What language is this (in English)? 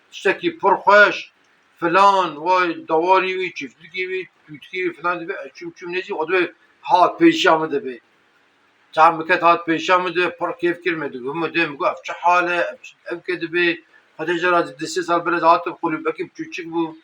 Kurdish